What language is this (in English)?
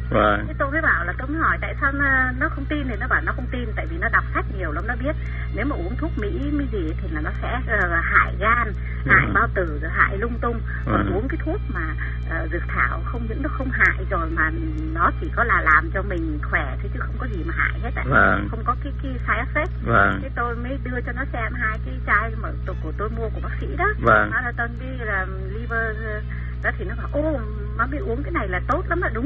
Vietnamese